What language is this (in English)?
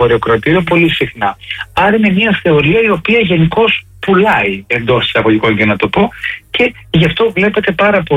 Greek